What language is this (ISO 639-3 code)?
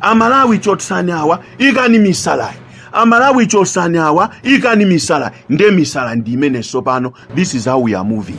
nya